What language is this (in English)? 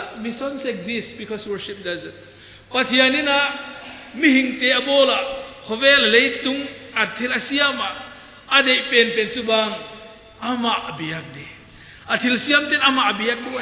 Paite Chin